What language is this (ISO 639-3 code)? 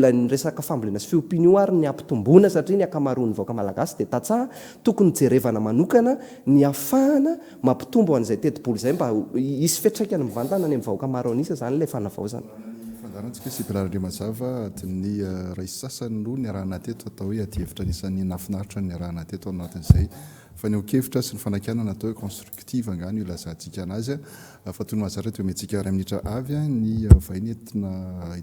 mlg